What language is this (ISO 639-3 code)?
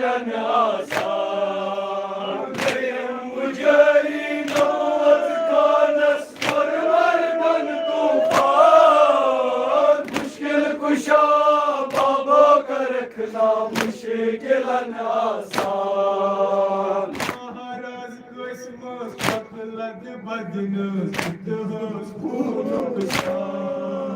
kas